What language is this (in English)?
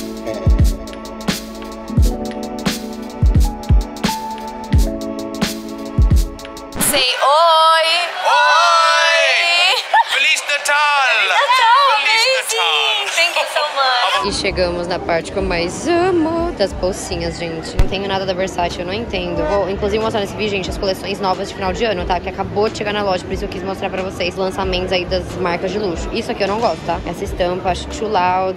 Portuguese